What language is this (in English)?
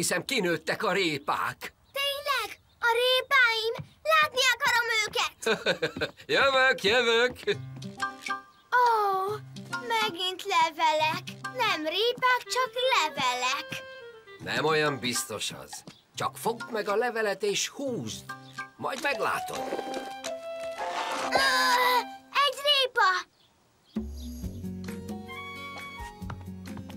Hungarian